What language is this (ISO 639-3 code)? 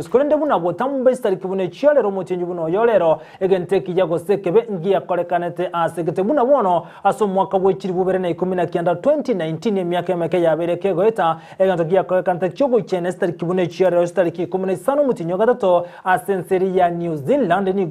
guz